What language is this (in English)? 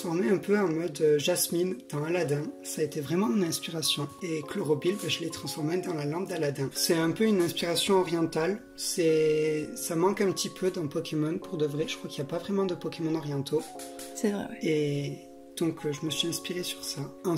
French